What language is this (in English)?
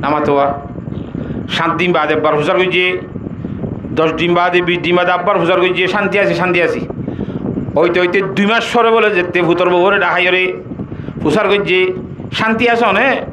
Rohingya